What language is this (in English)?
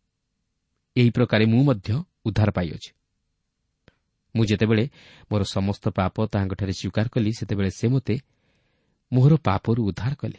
Odia